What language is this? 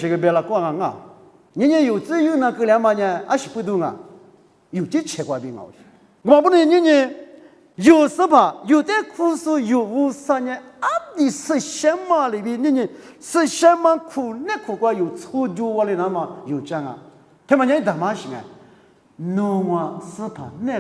Lisu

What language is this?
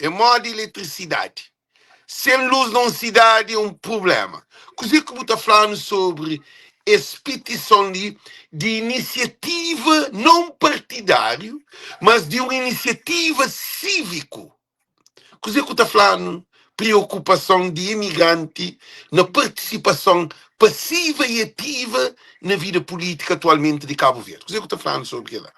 Kabuverdianu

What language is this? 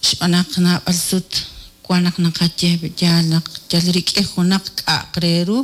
Kekchí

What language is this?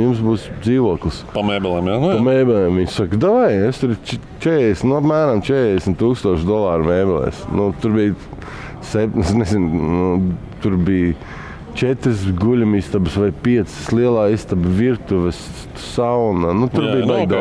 Latvian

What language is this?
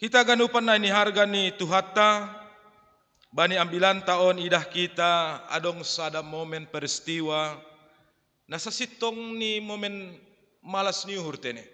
Batak Simalungun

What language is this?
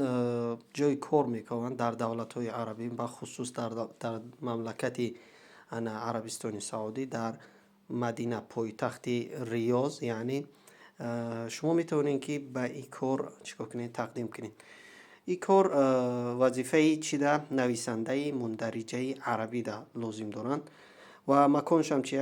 Tajik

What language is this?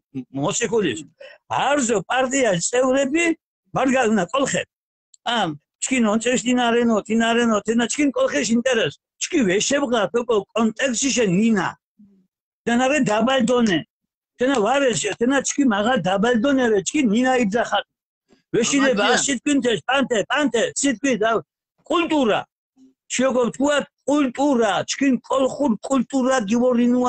Mingrelian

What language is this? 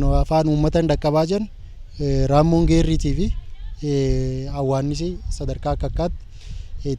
Oromo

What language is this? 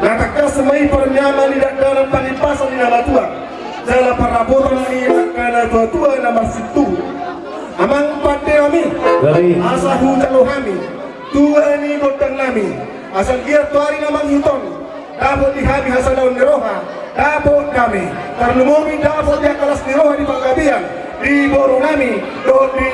Batak Toba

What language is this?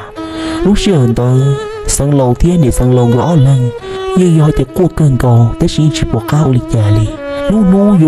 Hmong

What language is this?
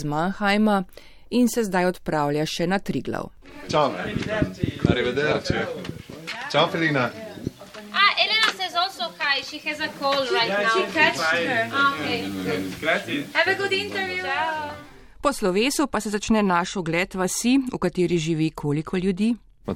Slovenian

